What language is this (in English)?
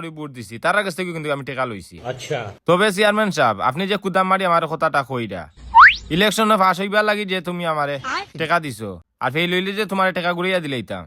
Sylheti